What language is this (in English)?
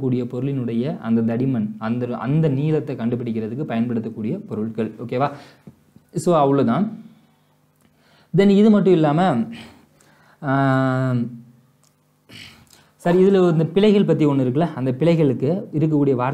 Tamil